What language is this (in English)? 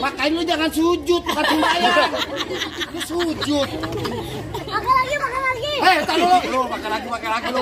Betawi